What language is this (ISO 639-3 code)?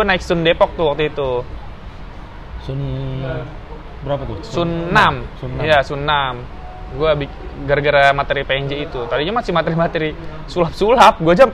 ind